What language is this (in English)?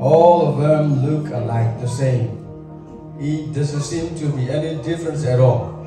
S'gaw Karen